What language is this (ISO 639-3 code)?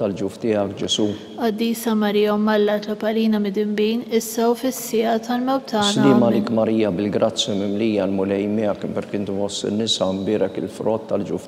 mlt